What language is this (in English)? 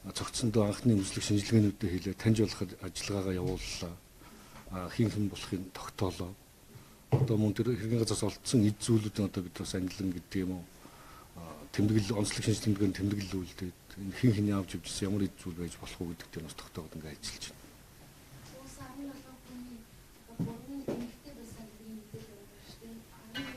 Mongolian